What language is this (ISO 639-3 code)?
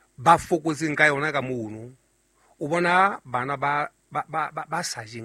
sot